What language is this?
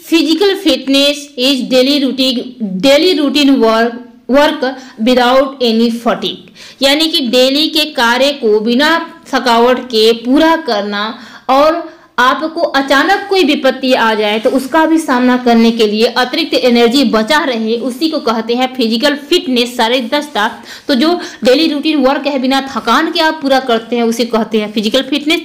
Hindi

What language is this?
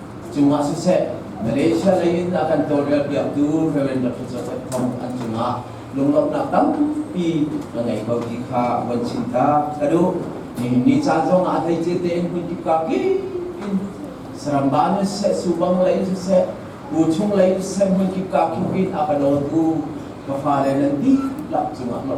Hakha Chin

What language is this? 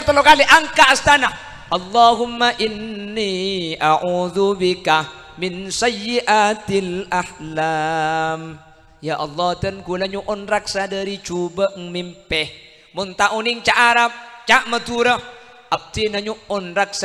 Madurese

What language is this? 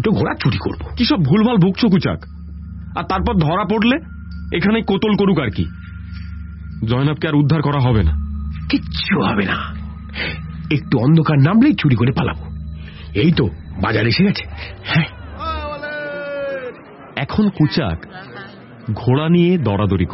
Bangla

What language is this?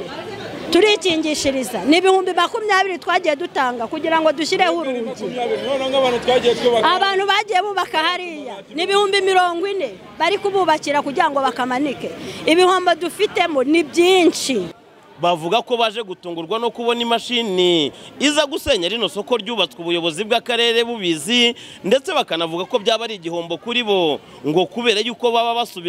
Kinyarwanda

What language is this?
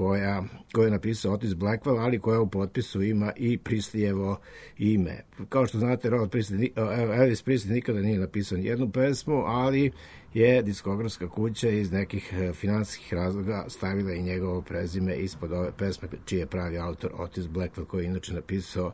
Serbian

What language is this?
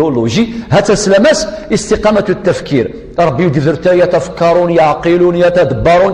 Kabyle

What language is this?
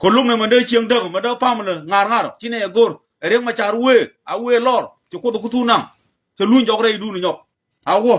Nuer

